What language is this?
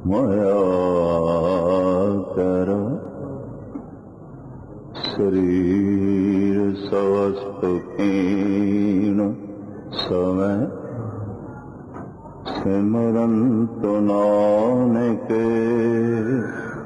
Punjabi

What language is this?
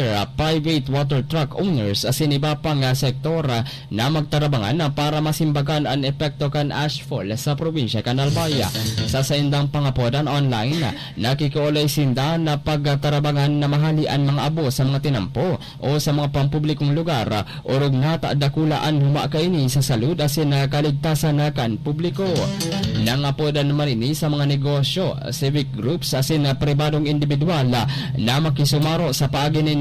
Bikol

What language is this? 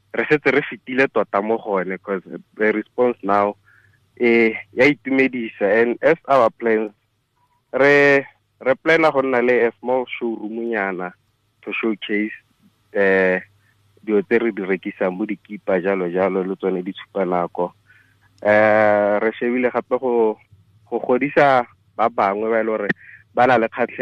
Tswana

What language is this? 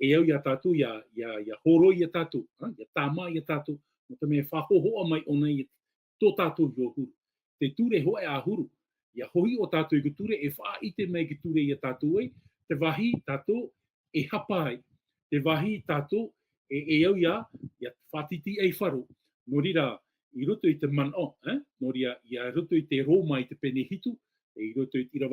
Tahitian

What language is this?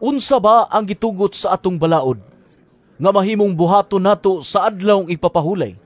Cebuano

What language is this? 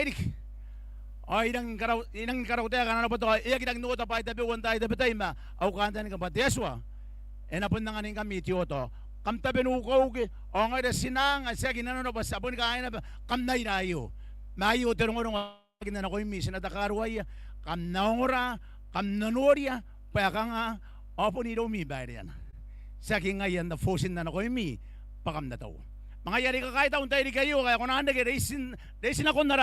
Gilbertese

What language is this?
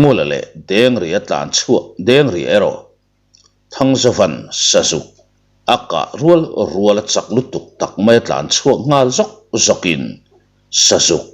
Mizo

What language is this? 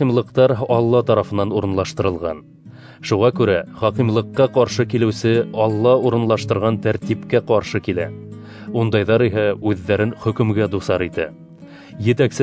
Bashkir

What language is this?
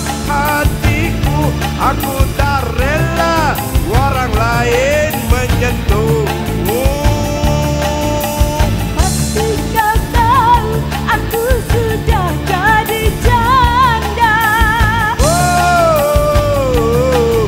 Malay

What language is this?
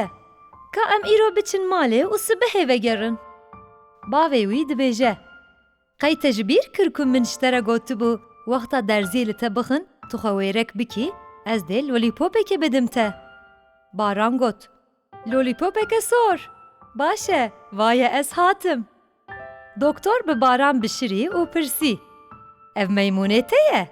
Kurdish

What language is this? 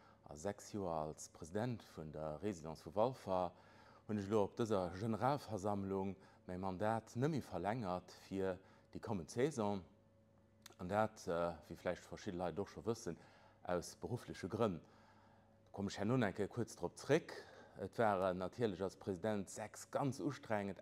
Luxembourgish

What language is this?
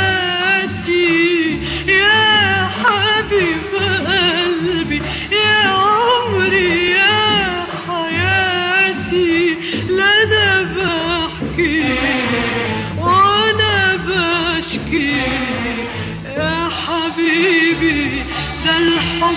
Egyptian Arabic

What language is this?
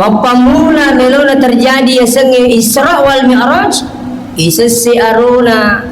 Buginese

